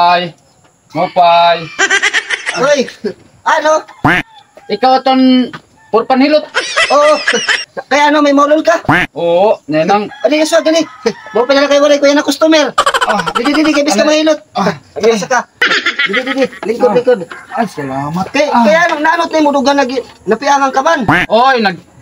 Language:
Waray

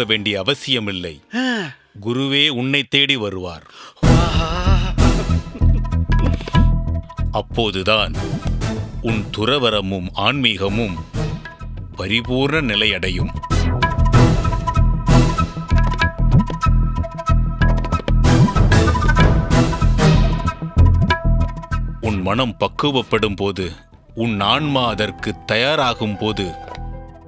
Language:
Tamil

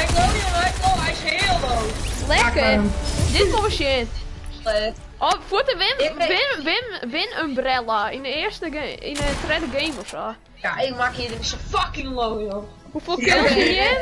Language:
Western Frisian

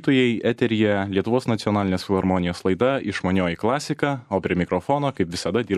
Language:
Lithuanian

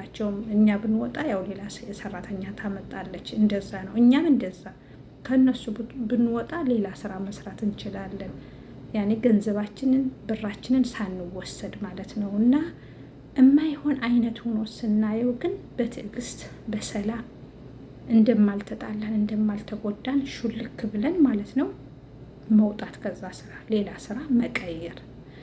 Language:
Amharic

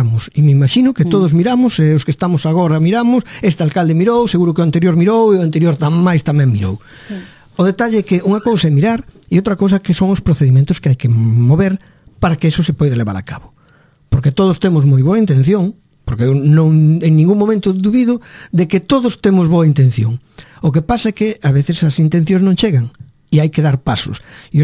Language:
Galician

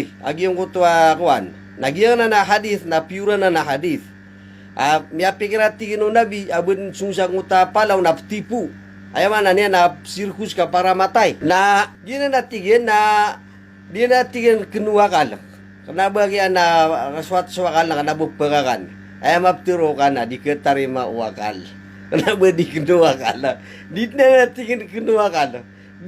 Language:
Maranao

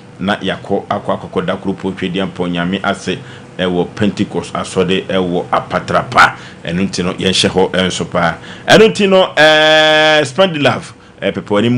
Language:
Akan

